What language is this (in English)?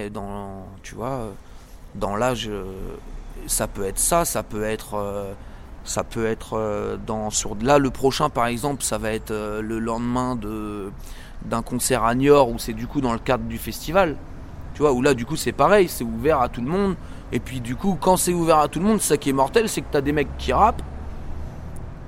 French